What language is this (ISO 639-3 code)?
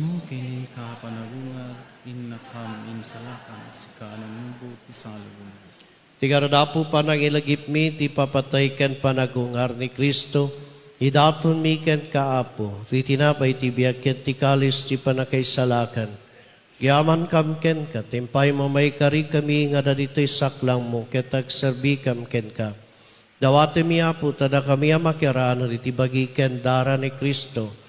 ilo